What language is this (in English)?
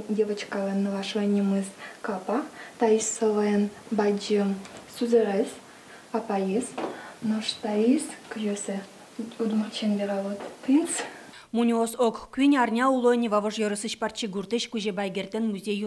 Udmurt